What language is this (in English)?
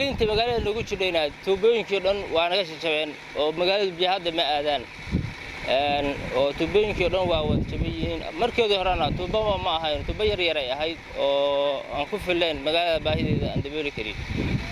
Somali